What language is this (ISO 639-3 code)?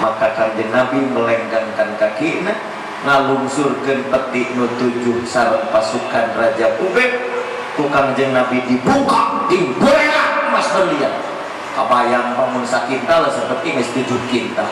sun